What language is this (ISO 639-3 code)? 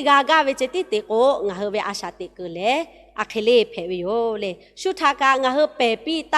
lhu